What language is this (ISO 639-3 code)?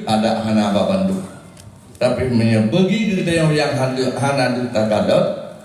ace